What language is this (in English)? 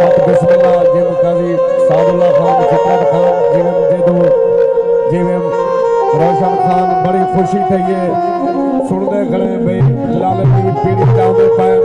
Saraiki